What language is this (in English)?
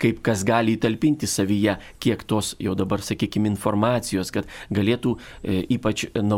Lithuanian